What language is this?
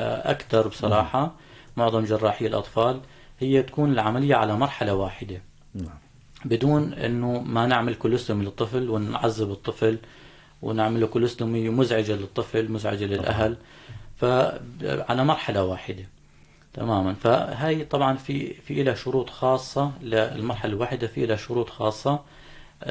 North Levantine Arabic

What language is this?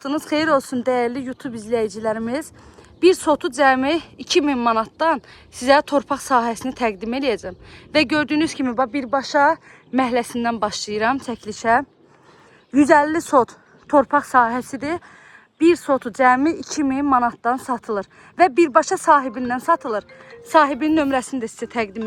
Azerbaijani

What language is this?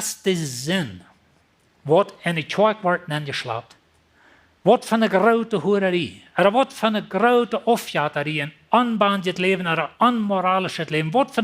Plautdietsch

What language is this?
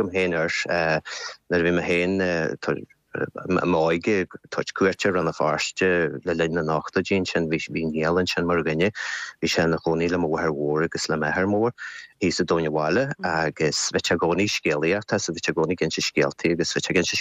Irish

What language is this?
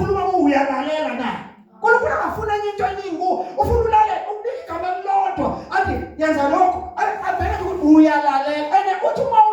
Zulu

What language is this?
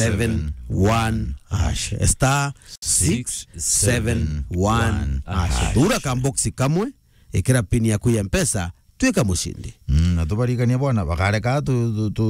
Meru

